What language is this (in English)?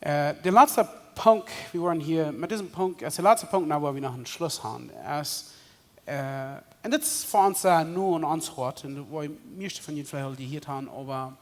Plautdietsch